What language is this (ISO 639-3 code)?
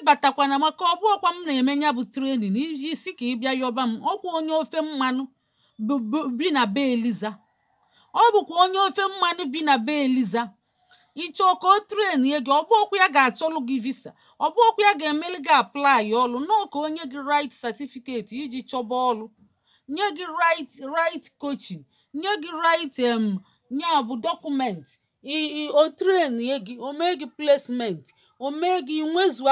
ibo